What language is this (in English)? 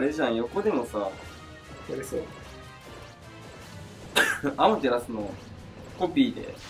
Japanese